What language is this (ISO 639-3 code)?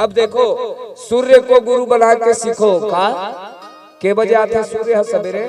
hne